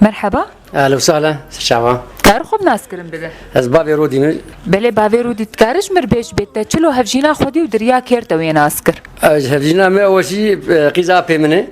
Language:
Kurdish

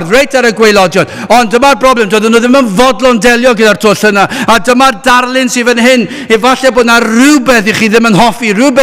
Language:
Welsh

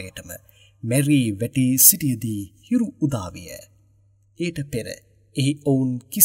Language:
Sinhala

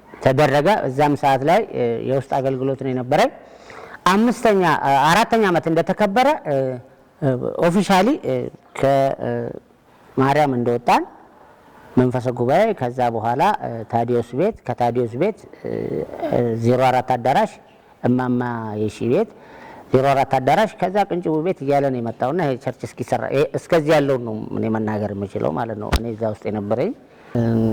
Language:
Amharic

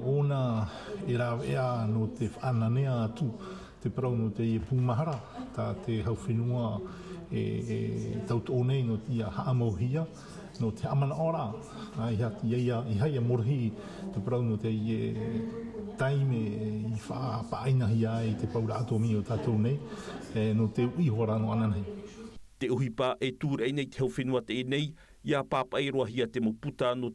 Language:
Tahitian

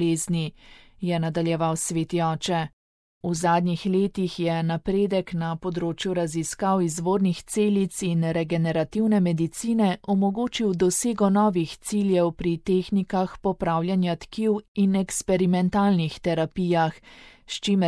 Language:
Slovenian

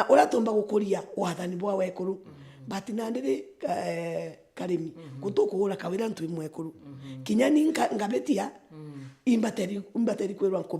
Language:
Meru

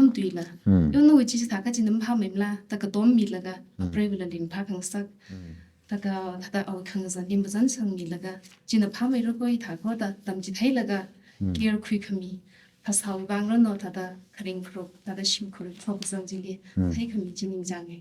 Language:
Tangkhul Naga (India)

